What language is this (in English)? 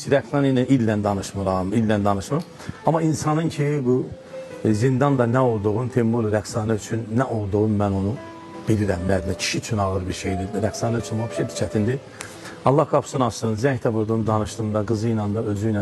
Azerbaijani